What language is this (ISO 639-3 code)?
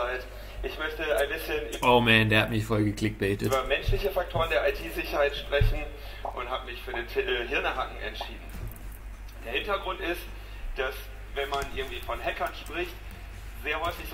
deu